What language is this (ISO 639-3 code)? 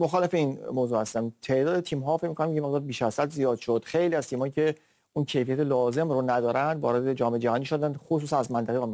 fas